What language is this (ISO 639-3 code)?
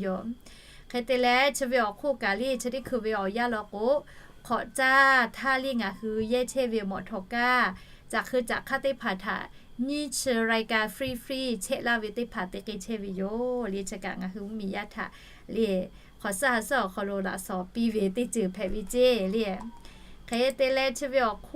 lhu